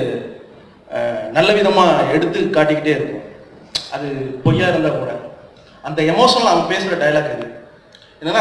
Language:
Tamil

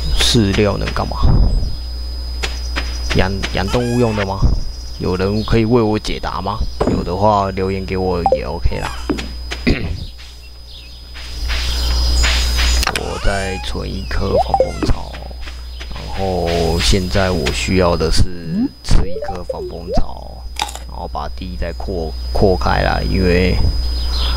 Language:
Chinese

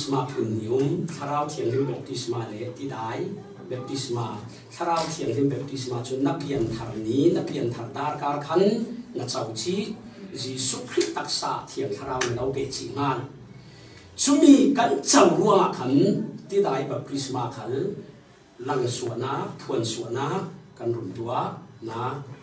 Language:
Falam Chin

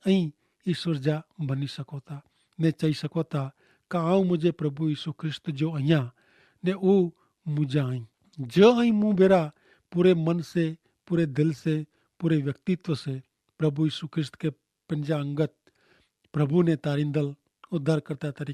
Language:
Kachhi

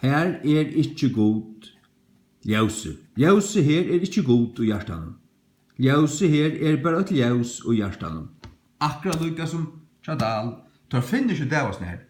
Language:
Faroese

